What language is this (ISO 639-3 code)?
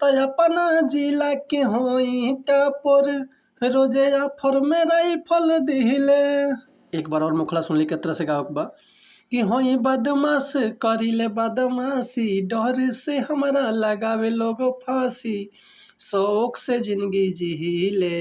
bho